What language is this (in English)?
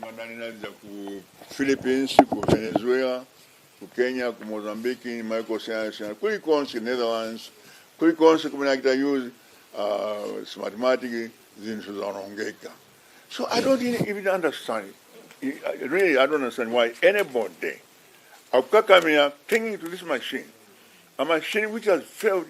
Nyanja